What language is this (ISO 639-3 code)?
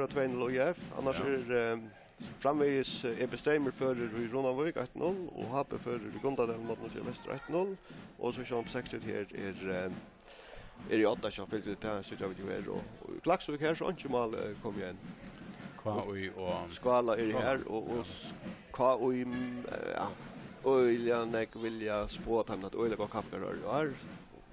fao